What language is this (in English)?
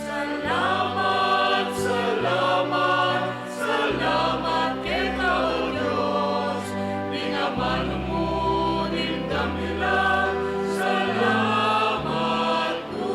Pampanga